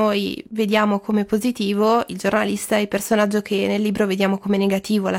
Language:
Italian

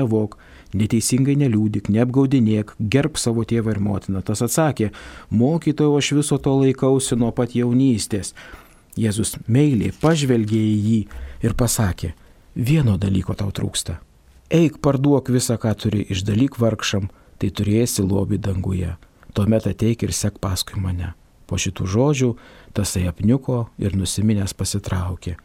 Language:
Lithuanian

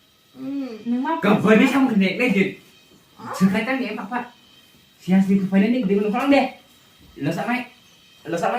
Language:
Kok Borok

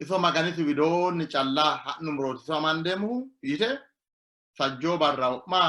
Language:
Sidamo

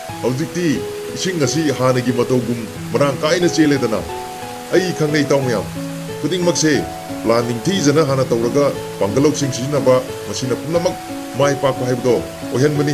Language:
Manipuri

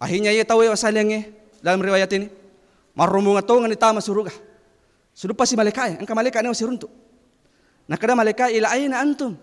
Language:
Buginese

